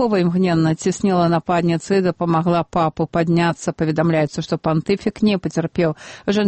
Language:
Belarusian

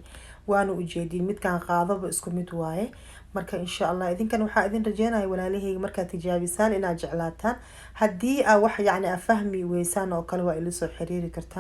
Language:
Somali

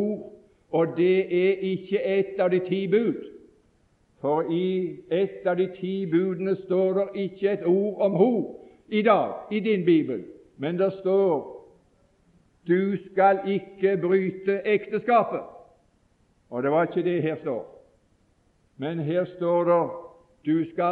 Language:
Norwegian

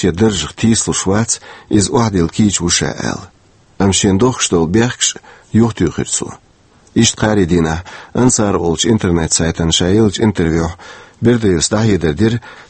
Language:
Chechen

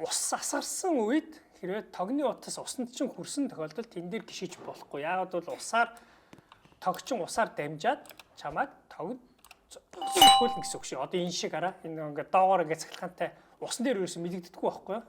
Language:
Mongolian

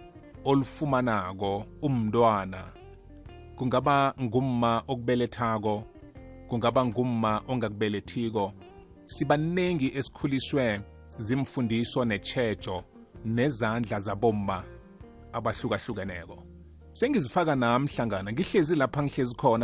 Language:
South Ndebele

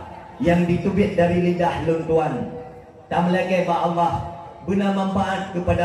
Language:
Achinese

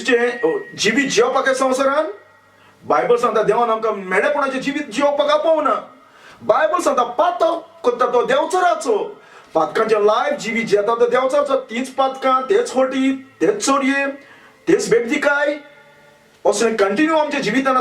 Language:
Konkani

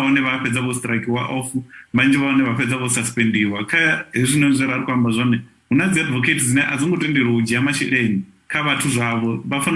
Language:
Venda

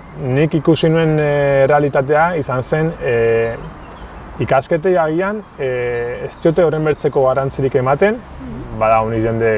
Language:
Basque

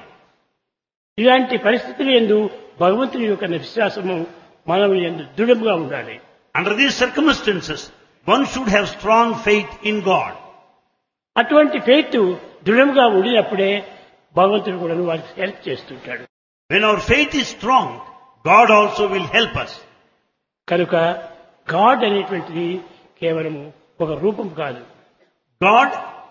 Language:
Telugu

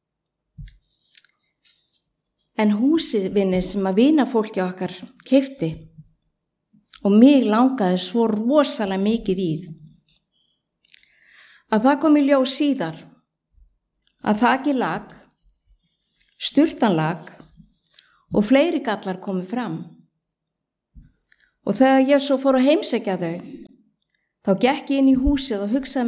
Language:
Icelandic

